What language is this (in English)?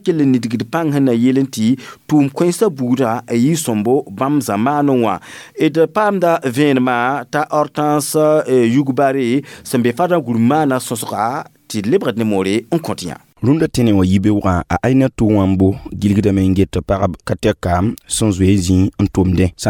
Mossi